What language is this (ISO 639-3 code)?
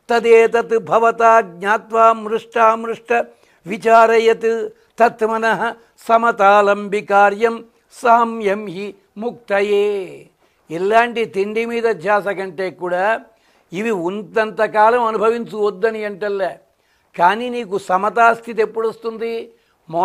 tel